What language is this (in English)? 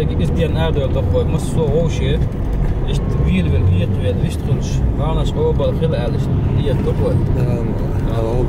Chechen